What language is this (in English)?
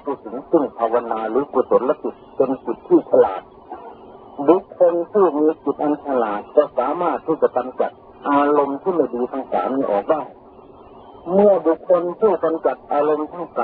Thai